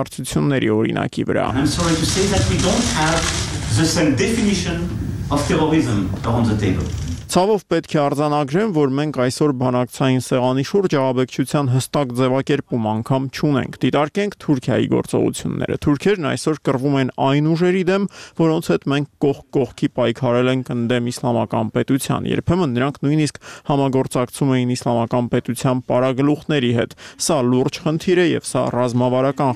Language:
Armenian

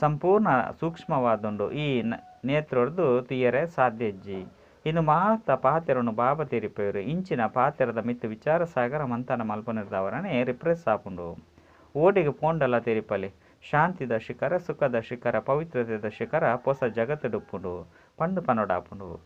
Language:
Tulu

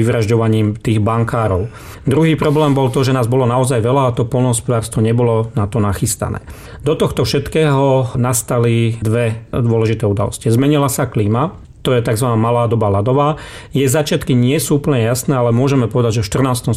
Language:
Slovak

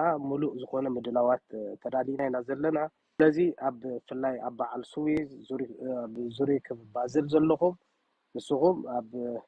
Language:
Tigrinya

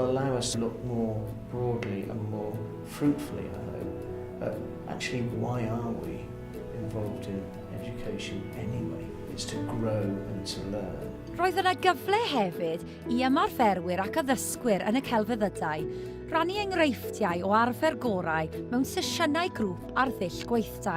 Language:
Welsh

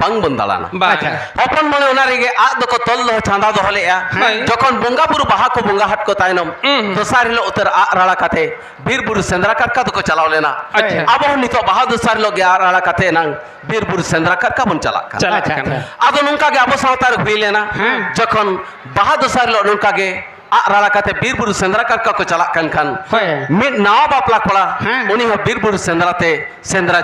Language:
Santali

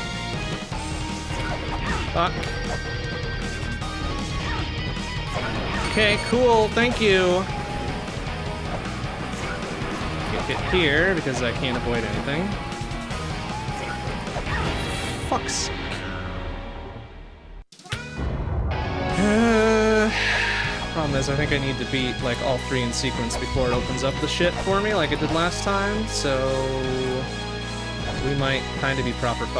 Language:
English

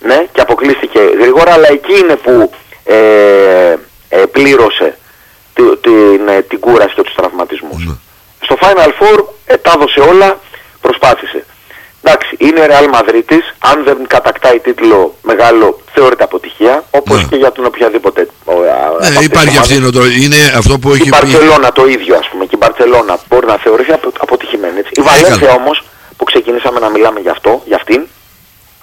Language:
Greek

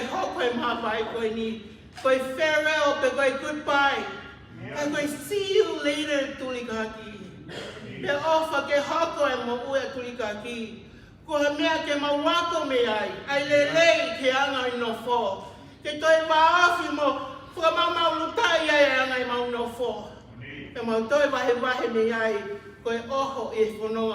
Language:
Tongan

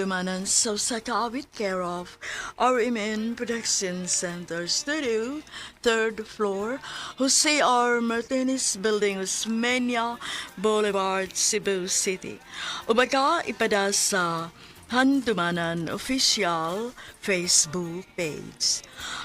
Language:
Cebuano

